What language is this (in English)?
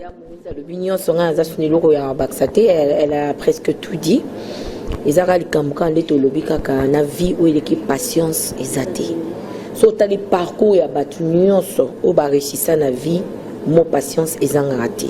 Lingala